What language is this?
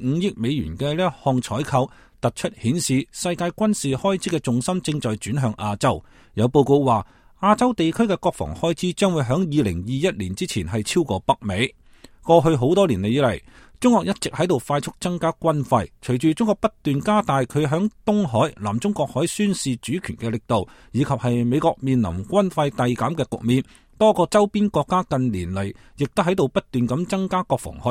Cantonese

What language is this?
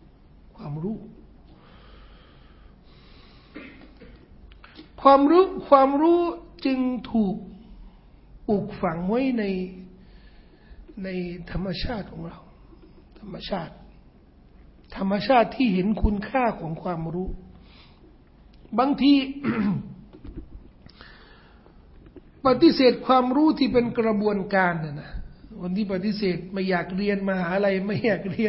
Thai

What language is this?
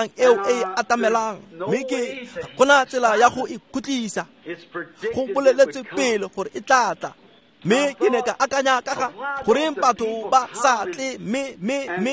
Tswana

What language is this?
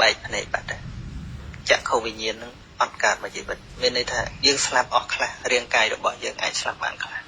Khmer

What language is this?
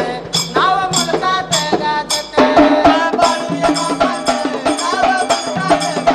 Marathi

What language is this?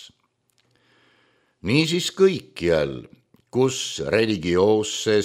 Estonian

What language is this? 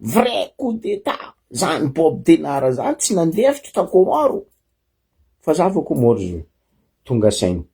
Malagasy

